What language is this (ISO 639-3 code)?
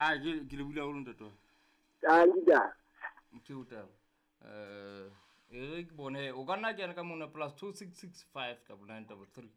sot